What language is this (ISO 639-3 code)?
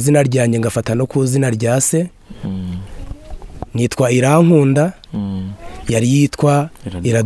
kin